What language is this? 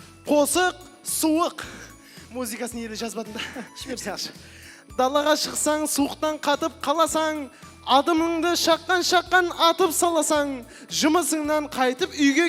Kara-Kalpak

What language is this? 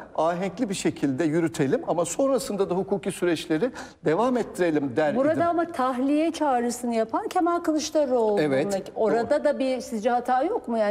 Turkish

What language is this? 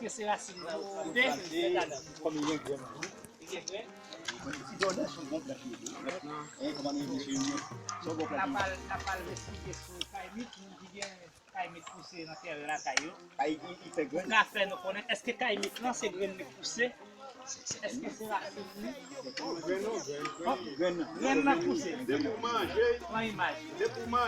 Haitian Creole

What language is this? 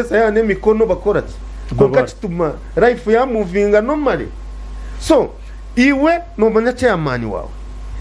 Nyankole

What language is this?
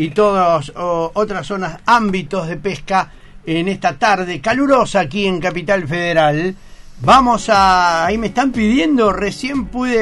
Spanish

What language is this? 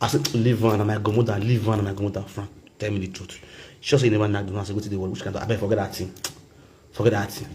Nigerian Pidgin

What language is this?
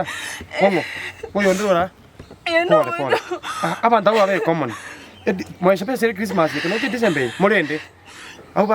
Gusii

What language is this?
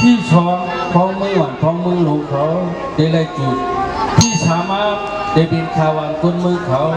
Shan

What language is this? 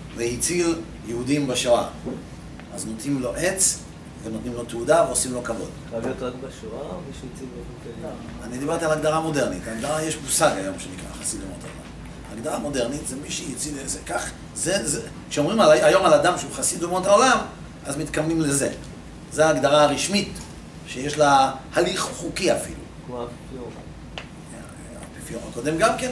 Hebrew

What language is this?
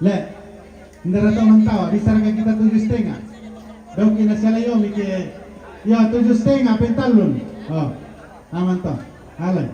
Toraja-Sa'dan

